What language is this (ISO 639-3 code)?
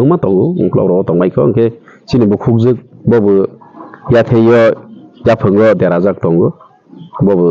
trp